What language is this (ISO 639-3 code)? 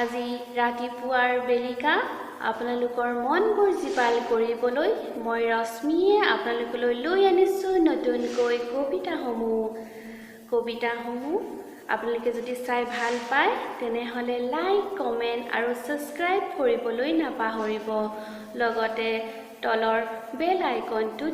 asm